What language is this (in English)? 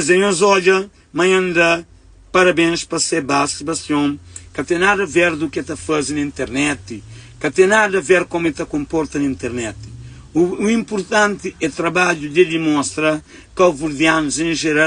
Kabuverdianu